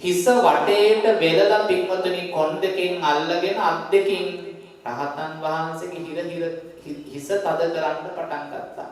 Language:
Sinhala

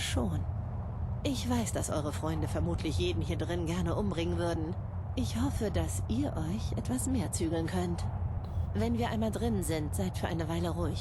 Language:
Bavarian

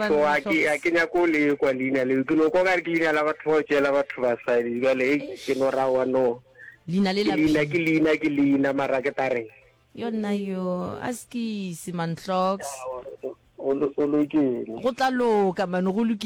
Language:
Northern Sotho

